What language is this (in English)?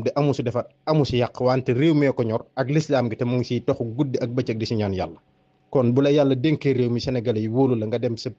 Wolof